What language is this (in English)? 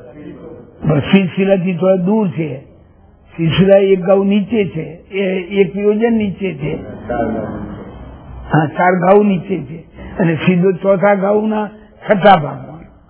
Gujarati